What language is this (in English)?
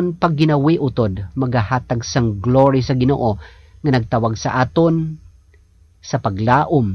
Hiligaynon